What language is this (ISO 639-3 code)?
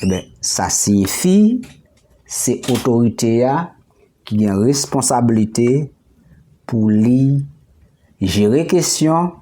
hat